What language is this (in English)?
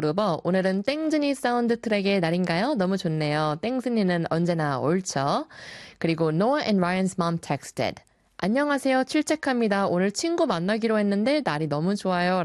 Korean